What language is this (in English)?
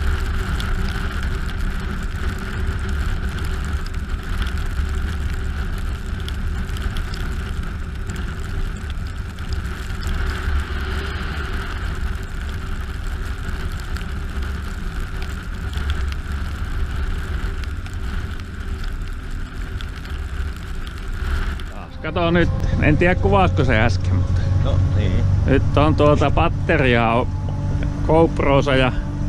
Finnish